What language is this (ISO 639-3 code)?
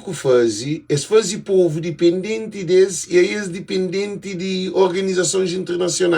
kea